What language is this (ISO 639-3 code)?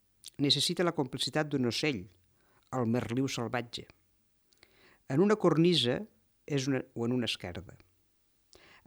cat